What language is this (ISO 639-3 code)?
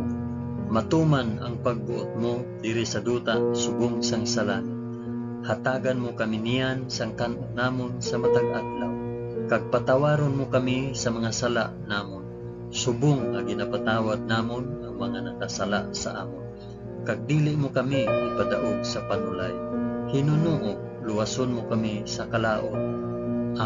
hil